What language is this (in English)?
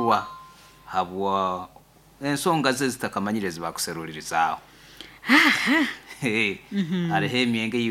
Nyoro